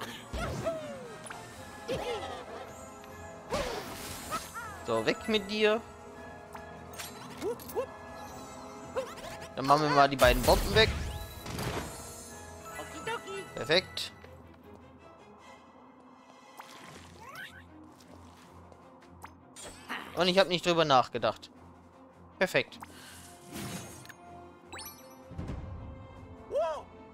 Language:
German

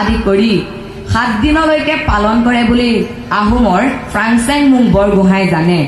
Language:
Assamese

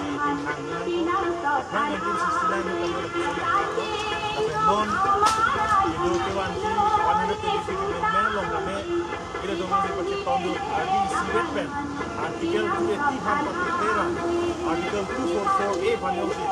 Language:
Karbi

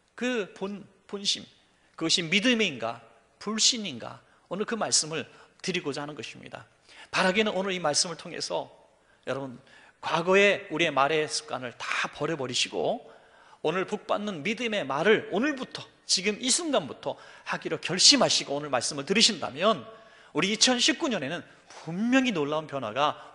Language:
Korean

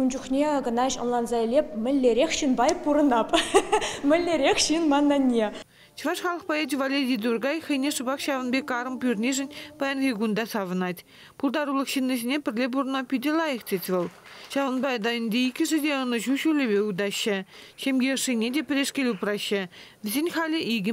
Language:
Chuvash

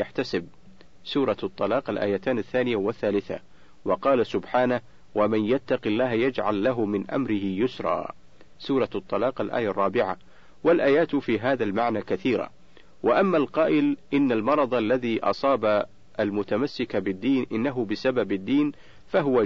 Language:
Arabic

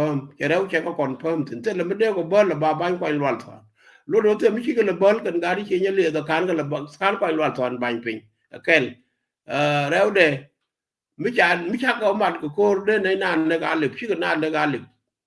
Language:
Nuer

